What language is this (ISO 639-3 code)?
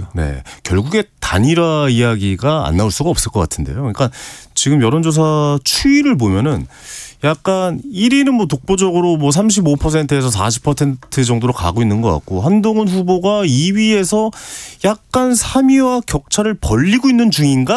kor